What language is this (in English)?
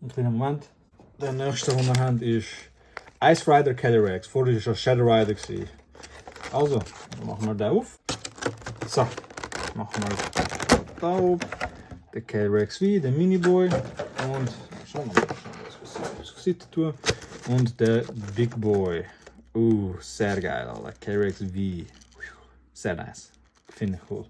Swiss German